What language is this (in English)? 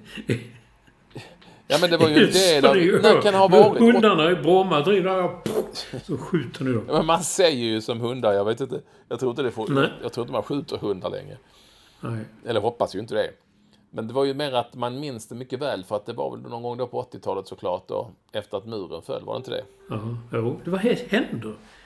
Swedish